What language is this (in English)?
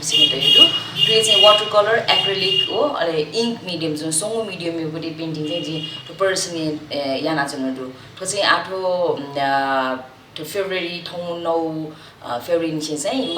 Newari